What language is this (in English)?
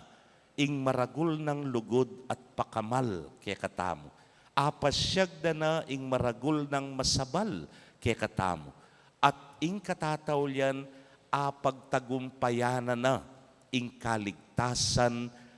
Pampanga